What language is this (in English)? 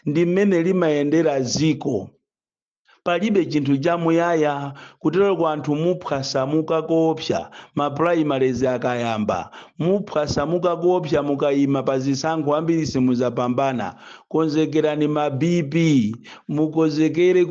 Nyanja